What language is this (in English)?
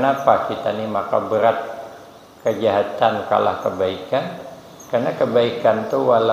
Banjar